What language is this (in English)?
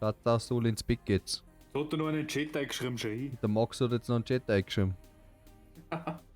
Bavarian